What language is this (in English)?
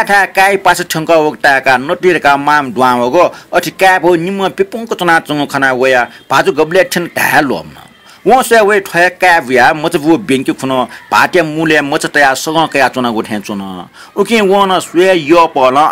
Newari